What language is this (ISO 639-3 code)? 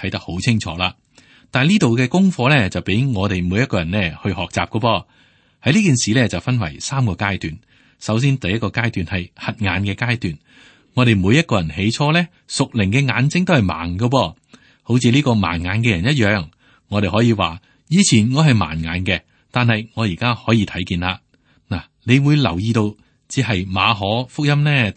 yue